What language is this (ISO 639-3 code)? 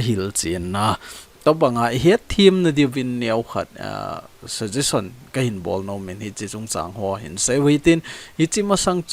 tcz